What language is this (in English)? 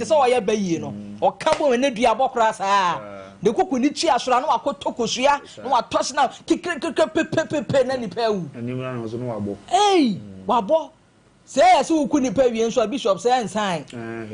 Akan